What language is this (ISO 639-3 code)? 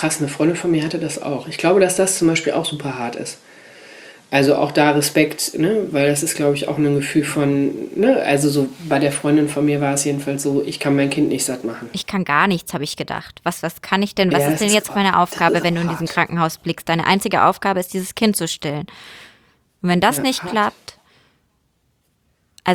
deu